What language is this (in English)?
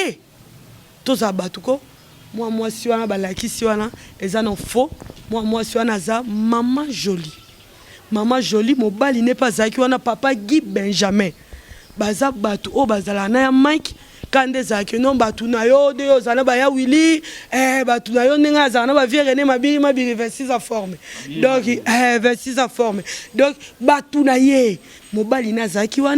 Lingala